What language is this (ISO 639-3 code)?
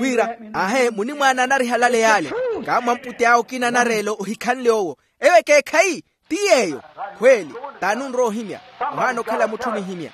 vmw